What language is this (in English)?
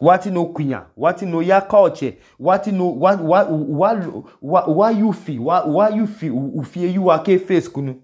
Idoma